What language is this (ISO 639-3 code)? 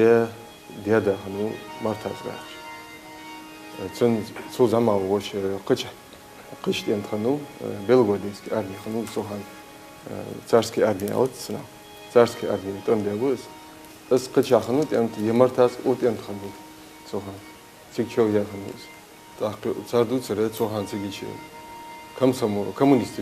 inh